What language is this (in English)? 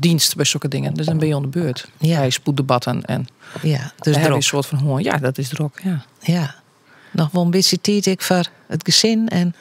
Western Frisian